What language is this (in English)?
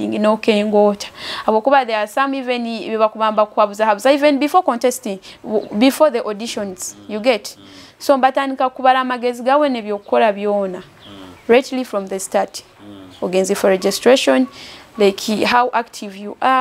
Nyoro